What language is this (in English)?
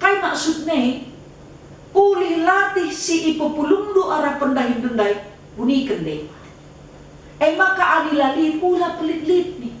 Batak Karo